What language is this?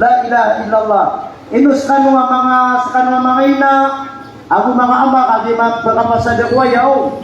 Maranao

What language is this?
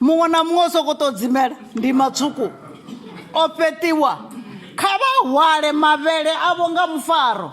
Venda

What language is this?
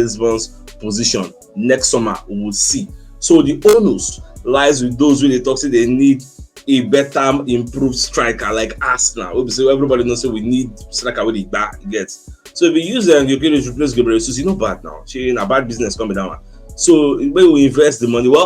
Nigerian Pidgin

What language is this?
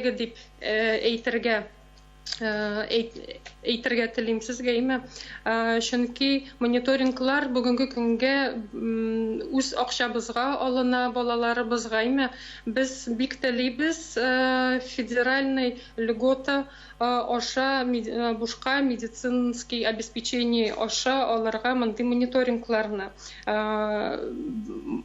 Tatar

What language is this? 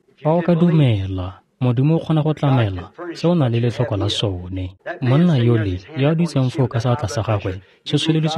Tswana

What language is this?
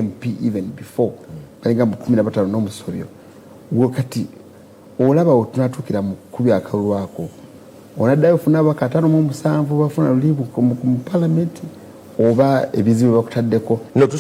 Ganda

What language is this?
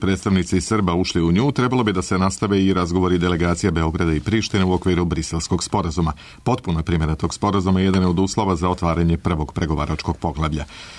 Serbian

